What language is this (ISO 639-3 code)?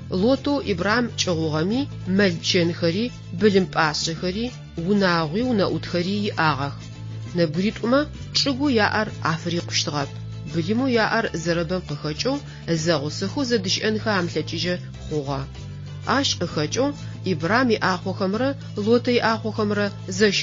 ady